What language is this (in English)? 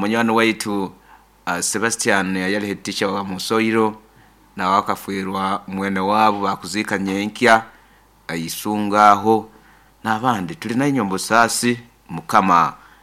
Nyoro